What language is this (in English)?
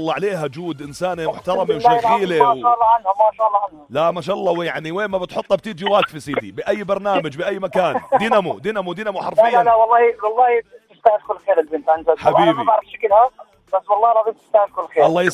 North Levantine Arabic